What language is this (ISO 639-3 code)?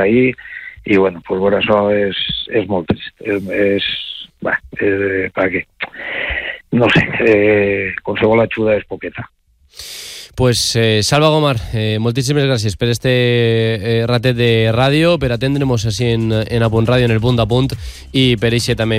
cat